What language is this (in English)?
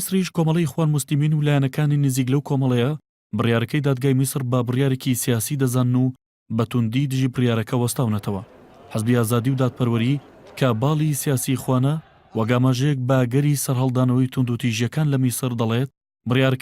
Central Kurdish